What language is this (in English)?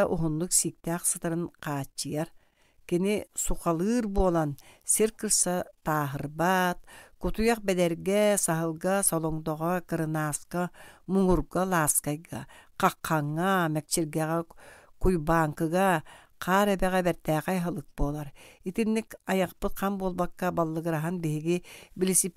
Yakut